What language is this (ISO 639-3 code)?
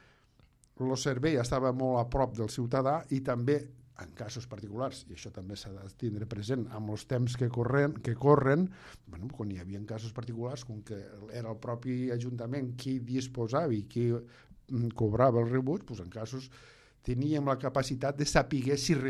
cat